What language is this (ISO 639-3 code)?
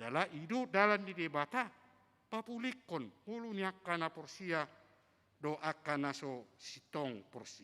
bbc